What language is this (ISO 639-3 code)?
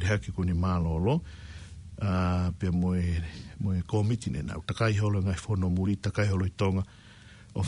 ton